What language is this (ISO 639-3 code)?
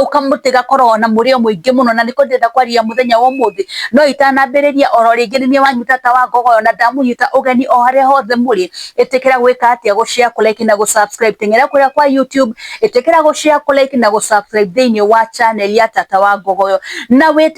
kik